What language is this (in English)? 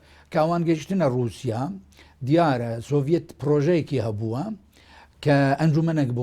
Central Kurdish